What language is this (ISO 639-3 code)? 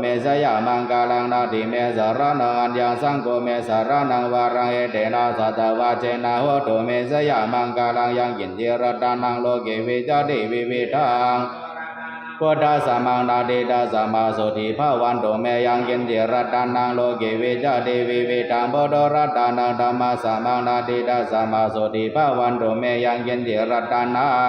pli